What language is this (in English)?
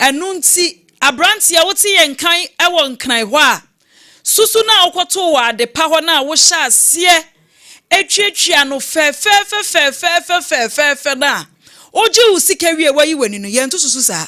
Akan